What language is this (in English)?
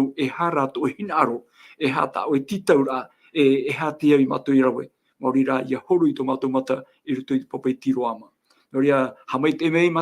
Tahitian